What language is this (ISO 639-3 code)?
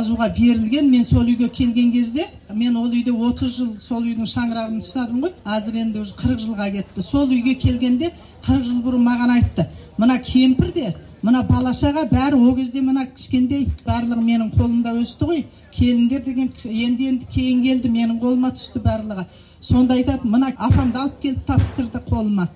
kaz